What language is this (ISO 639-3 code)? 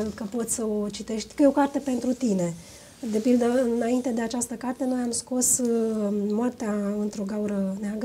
ron